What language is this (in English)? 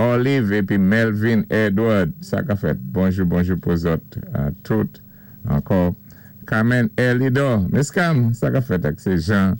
Saint Lucian Creole French